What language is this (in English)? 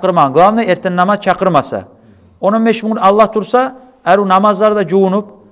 Kumyk